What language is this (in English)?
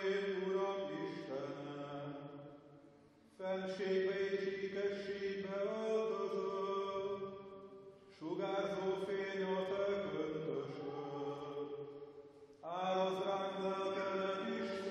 Hungarian